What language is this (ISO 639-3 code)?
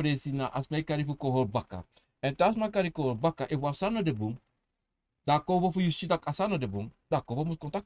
srn